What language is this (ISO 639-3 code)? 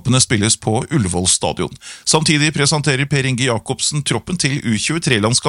nor